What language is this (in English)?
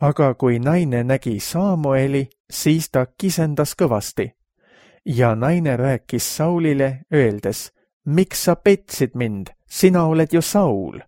Estonian